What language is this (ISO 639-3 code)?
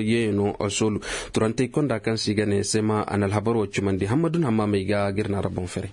ses